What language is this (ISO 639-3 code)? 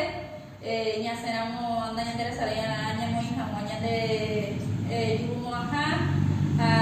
grn